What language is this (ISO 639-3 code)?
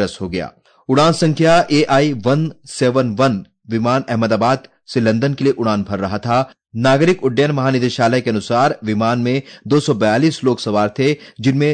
hin